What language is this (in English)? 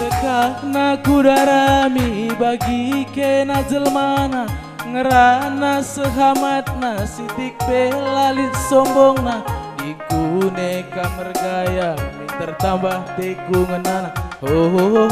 Batak Karo